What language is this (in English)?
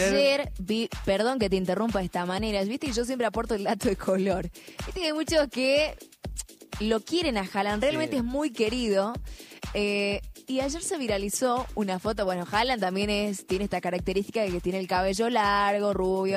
Spanish